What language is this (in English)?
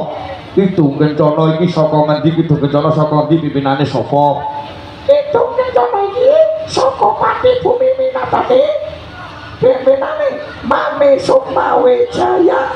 Javanese